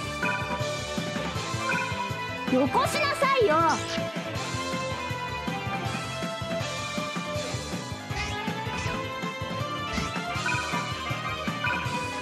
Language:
Japanese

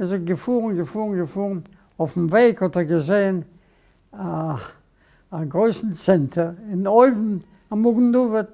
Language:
Yiddish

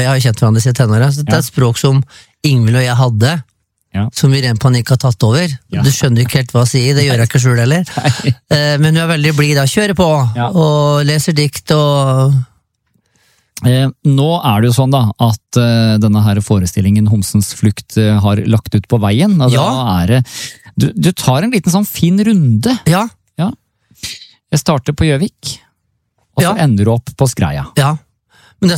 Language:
Norwegian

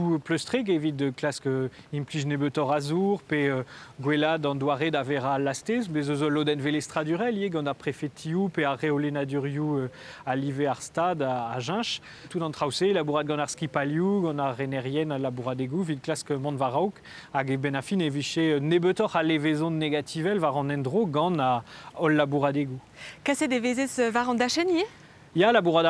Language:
Breton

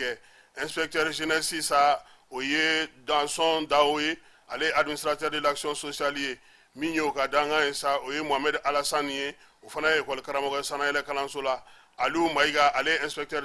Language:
Bambara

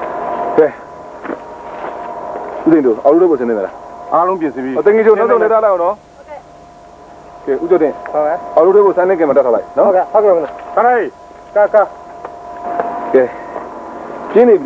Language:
Burmese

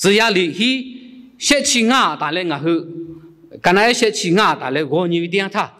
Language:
Lahu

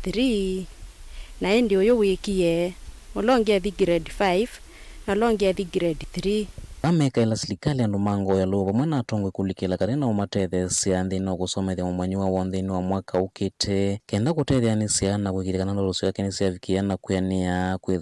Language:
Kamba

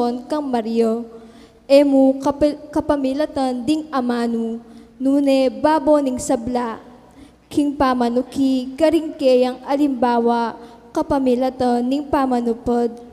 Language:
Pampanga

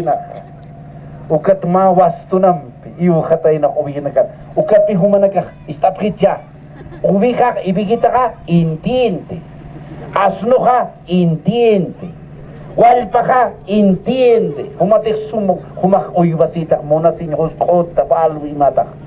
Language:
Aymara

